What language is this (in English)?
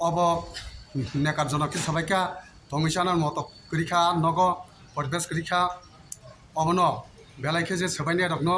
Kok Borok